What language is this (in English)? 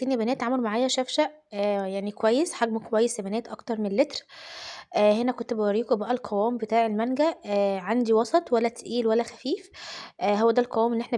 Egyptian Arabic